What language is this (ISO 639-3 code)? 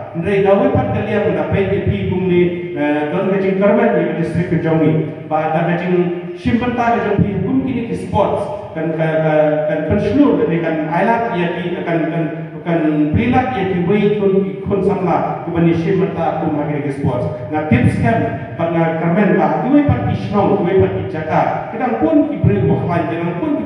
kha